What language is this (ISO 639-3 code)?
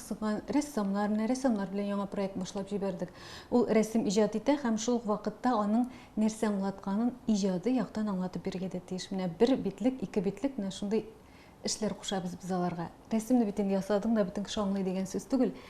tat